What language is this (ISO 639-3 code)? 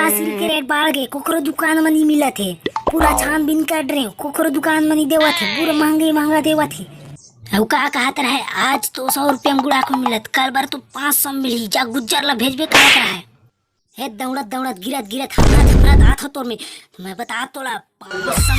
hne